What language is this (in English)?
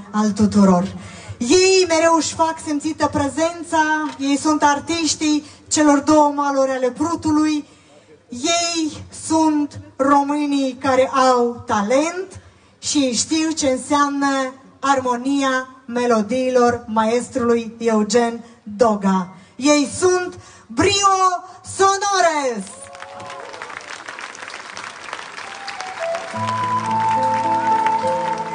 Romanian